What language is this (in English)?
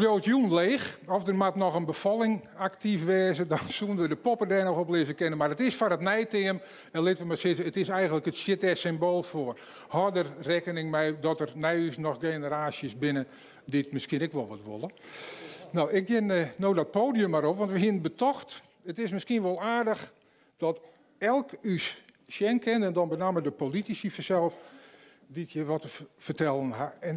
Western Frisian